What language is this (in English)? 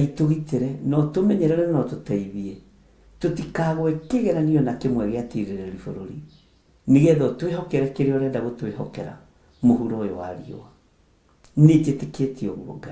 Kikuyu